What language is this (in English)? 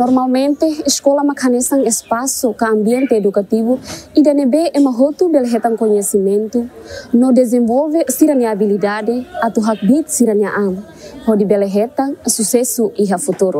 Tetum